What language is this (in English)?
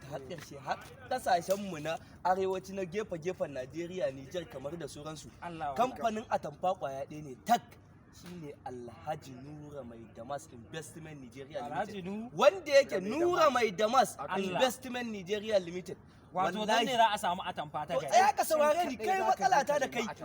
Hausa